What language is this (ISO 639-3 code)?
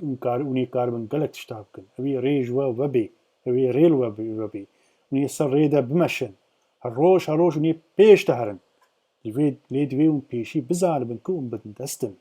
kur